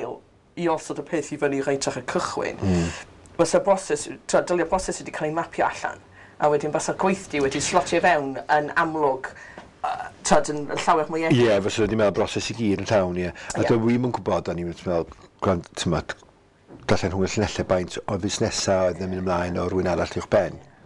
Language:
Welsh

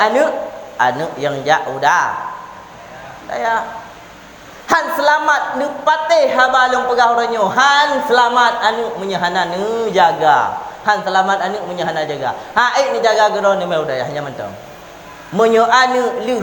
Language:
Achinese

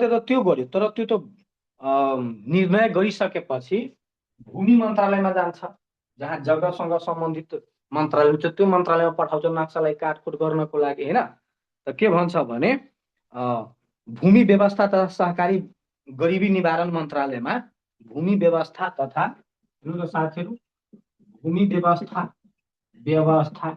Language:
Nepali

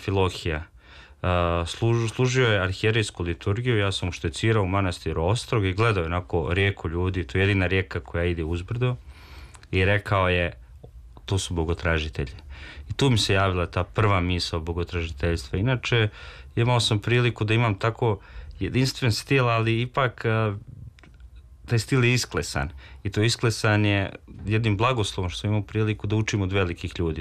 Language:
Serbian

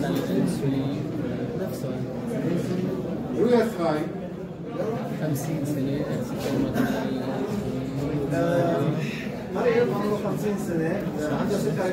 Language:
Arabic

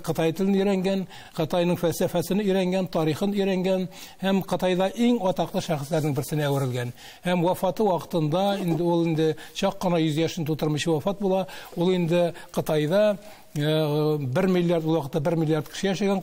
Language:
Tatar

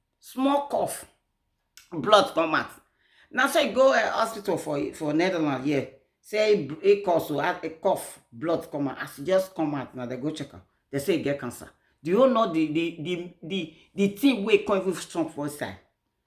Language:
Nigerian Pidgin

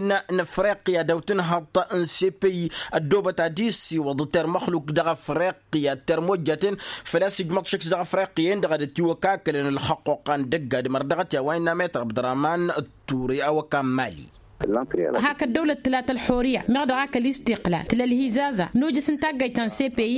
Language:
Tamasheq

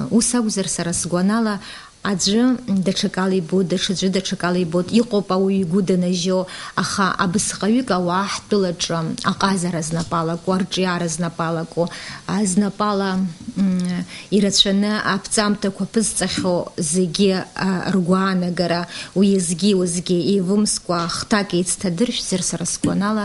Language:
Abkhazian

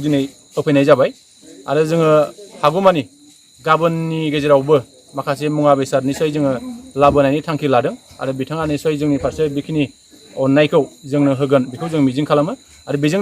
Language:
Bodo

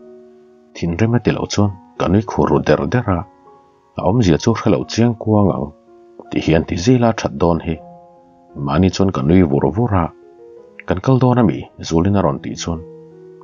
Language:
Mizo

